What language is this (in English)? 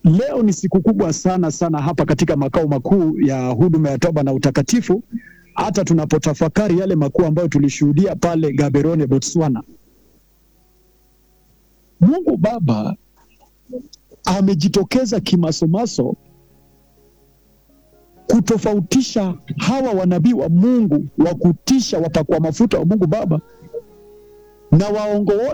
Swahili